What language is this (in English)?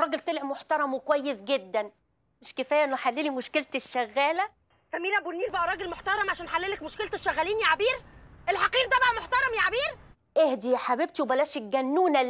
Egyptian Arabic